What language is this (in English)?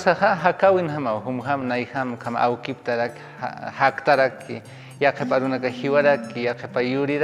Aymara